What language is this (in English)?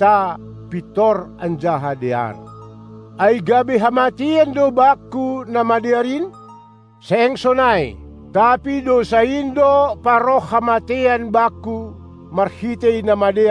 Batak Simalungun